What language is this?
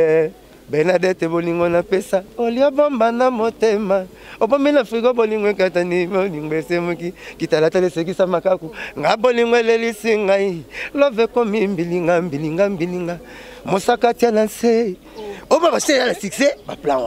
Lingala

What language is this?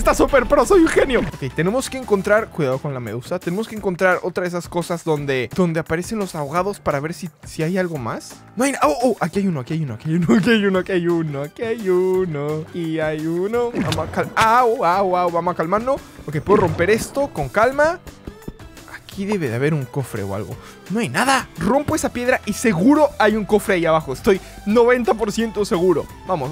Spanish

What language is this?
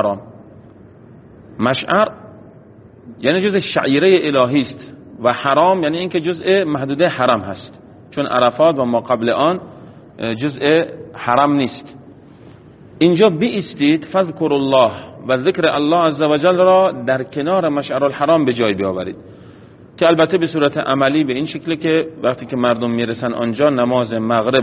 Persian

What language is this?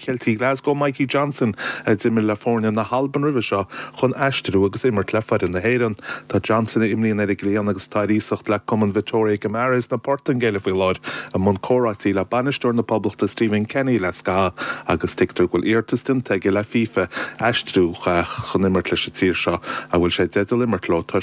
Irish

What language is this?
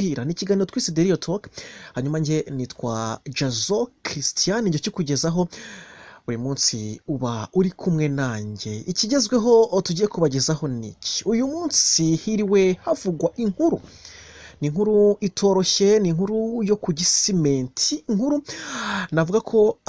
Kinyarwanda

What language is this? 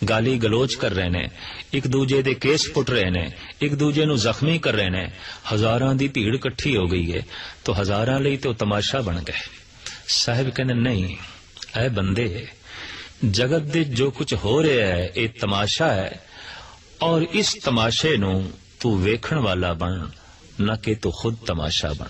Punjabi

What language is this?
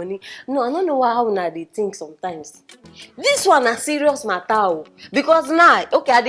Nigerian Pidgin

